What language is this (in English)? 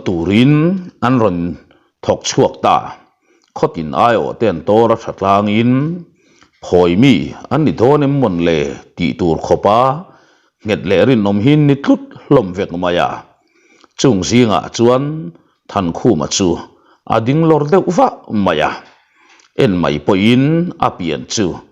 Mizo